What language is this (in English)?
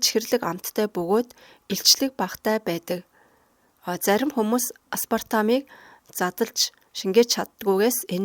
Mongolian